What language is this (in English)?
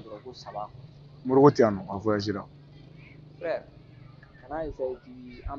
Bambara